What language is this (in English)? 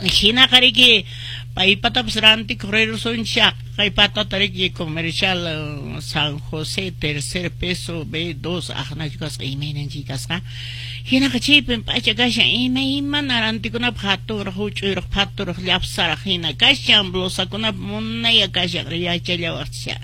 Quechua